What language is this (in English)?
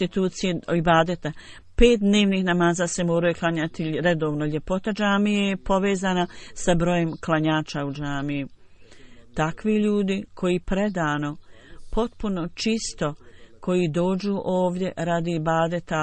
Bosnian